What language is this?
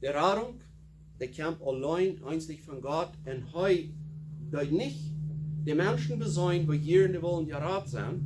Plautdietsch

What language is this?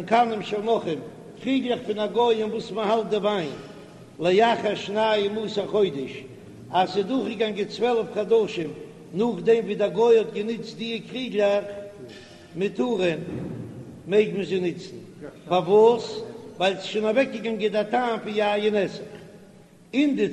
Yiddish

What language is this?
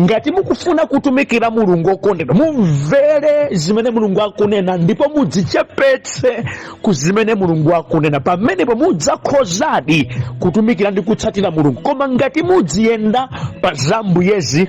Nyanja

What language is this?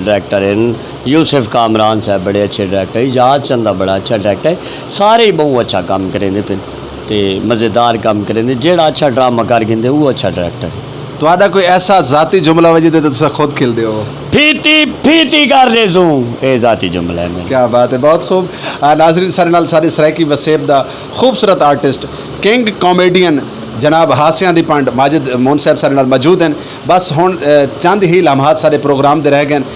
Saraiki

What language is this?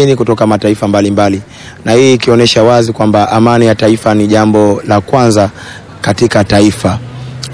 Swahili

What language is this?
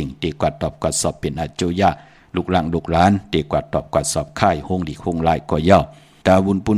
Shan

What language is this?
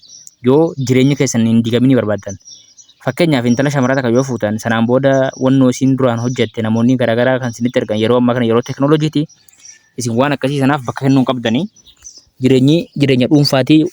Oromo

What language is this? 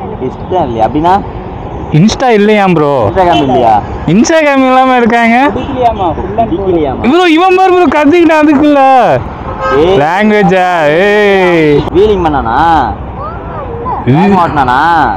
Tamil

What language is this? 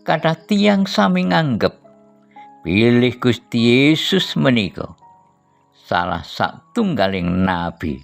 Javanese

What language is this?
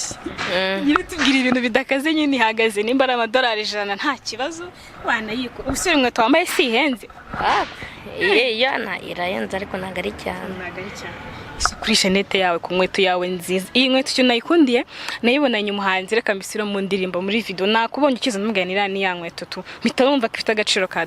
Kinyarwanda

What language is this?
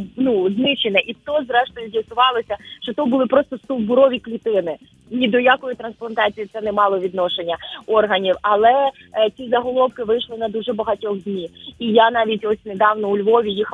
Ukrainian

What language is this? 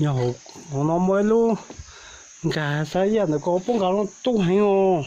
Hmong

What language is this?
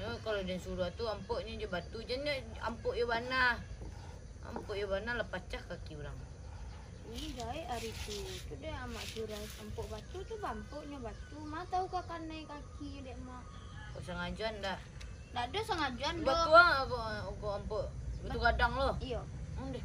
Minangkabau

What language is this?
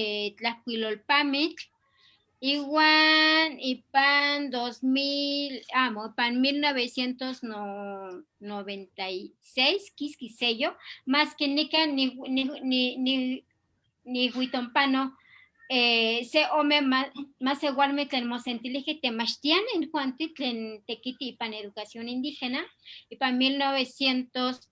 Eastern Huasteca Nahuatl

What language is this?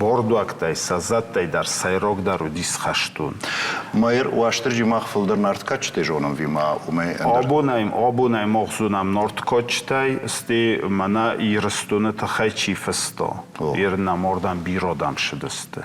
Ossetic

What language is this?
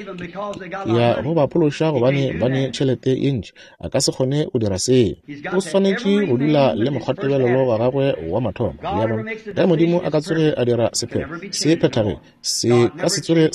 Northern Sotho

